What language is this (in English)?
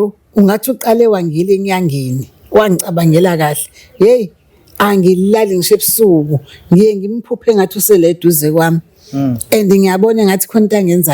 Zulu